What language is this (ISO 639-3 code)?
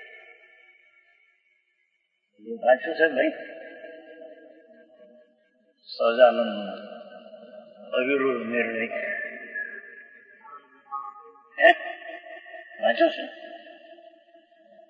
guj